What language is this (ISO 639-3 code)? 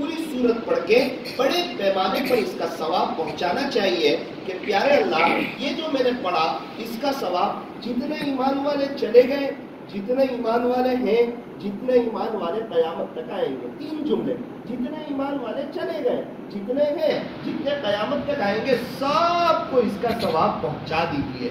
urd